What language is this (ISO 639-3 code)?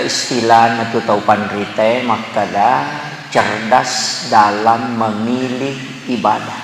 bug